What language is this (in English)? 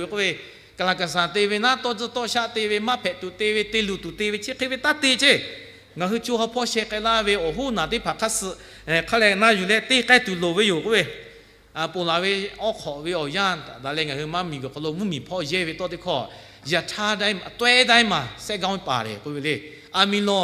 Lahu